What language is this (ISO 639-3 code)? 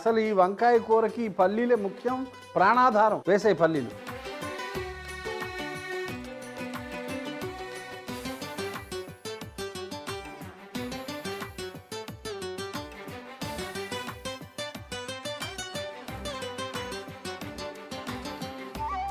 tel